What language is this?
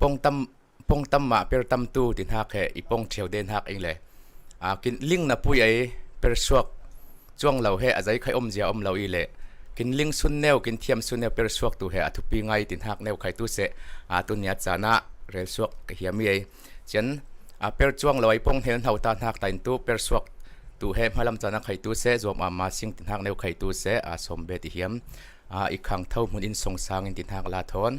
Falam Chin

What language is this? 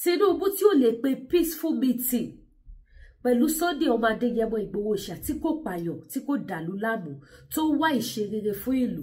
Yoruba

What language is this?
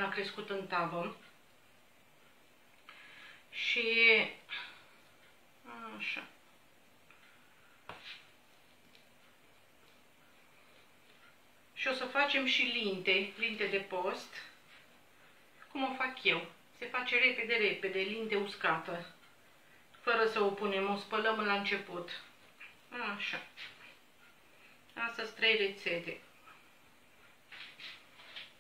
Romanian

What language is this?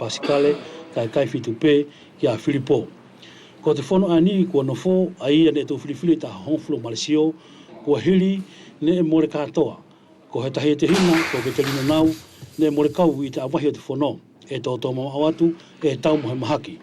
Wallisian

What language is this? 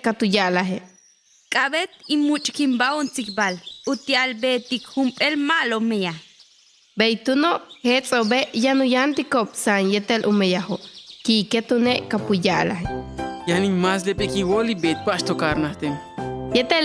Yucateco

